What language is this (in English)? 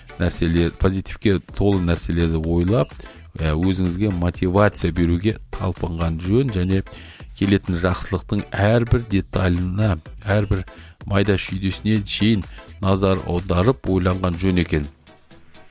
Kazakh